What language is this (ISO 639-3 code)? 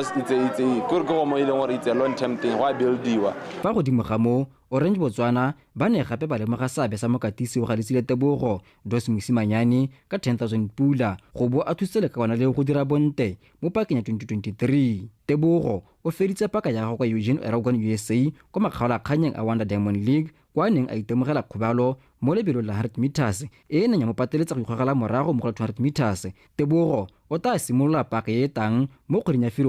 tsn